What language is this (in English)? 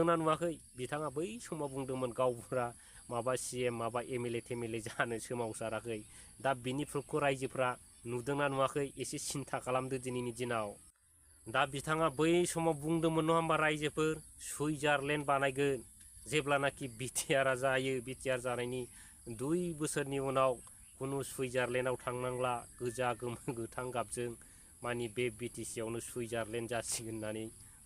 Bodo